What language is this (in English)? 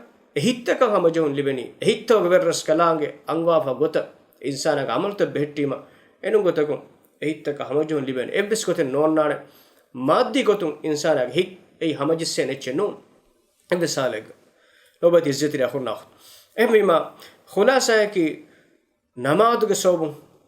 Divehi